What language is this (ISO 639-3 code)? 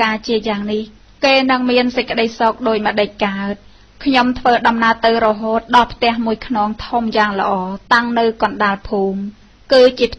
khm